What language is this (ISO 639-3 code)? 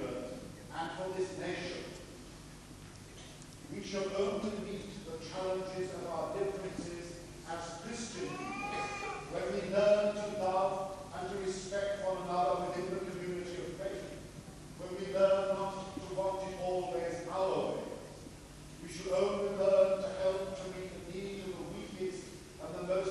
eng